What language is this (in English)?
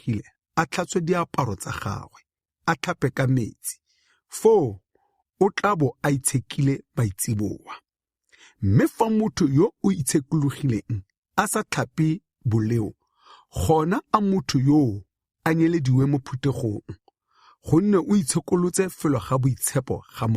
Tswana